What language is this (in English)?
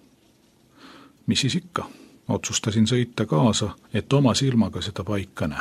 Estonian